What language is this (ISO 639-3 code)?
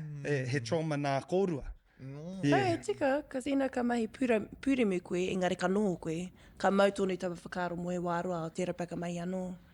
mri